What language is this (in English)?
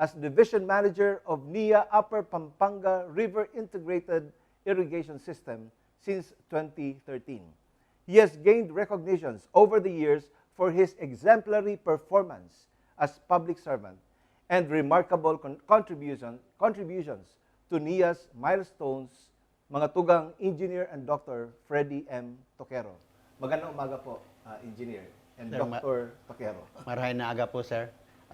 Bikol